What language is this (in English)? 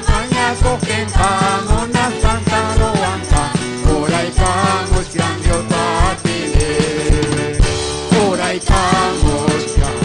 Ayacucho Quechua